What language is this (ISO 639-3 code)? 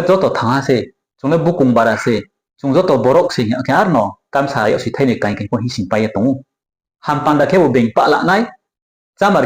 ria